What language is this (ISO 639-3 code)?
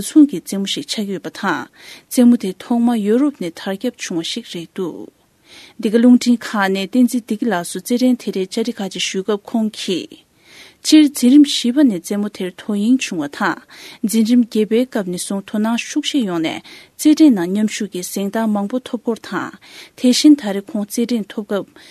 bod